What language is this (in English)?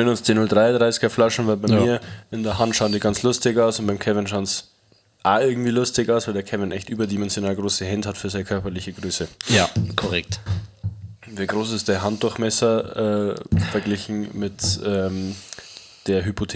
Bavarian